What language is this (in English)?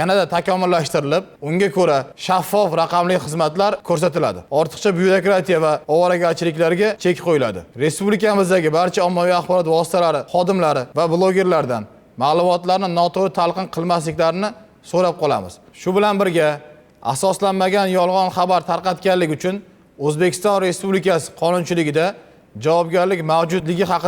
Uzbek